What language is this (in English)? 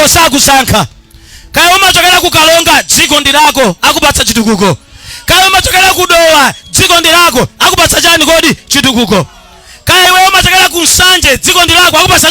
Nyanja